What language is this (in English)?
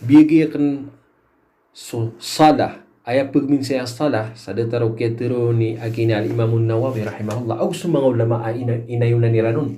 Maranao